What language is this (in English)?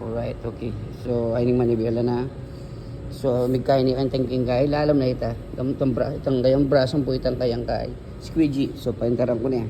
Pampanga